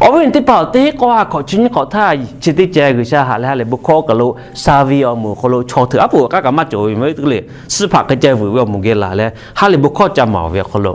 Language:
Lahu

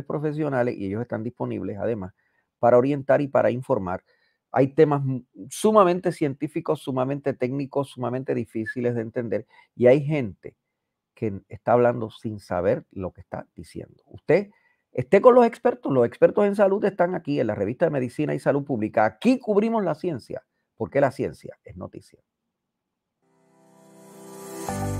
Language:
Spanish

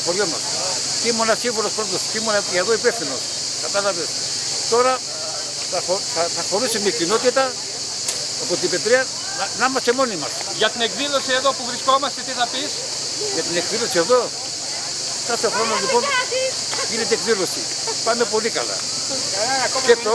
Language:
Greek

